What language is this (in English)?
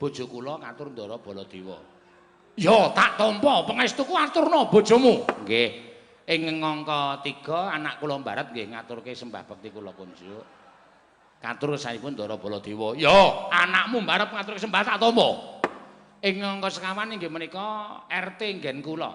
Javanese